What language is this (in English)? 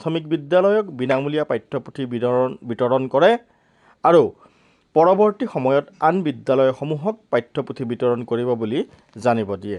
Assamese